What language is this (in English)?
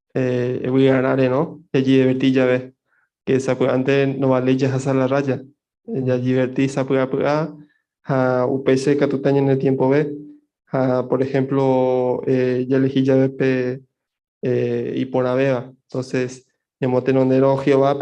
Guarani